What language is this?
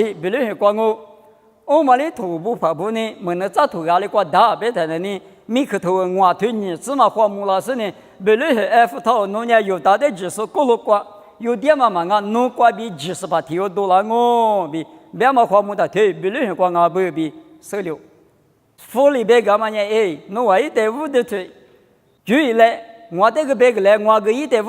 Lisu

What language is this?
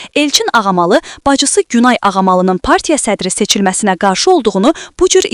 Azerbaijani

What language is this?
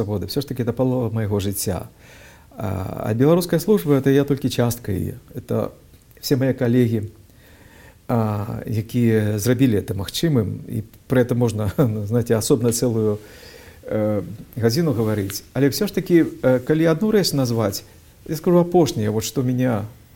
Belarusian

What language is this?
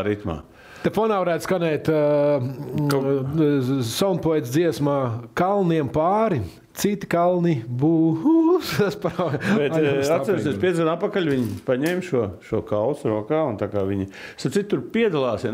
Latvian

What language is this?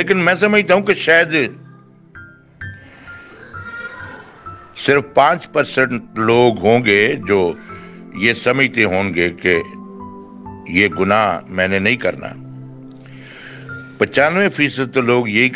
Urdu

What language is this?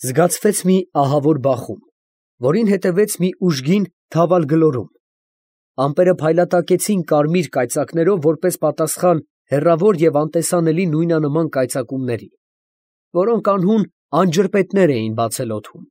Armenian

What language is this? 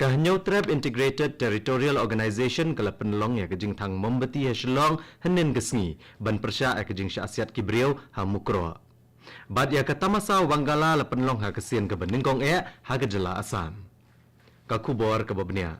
Khasi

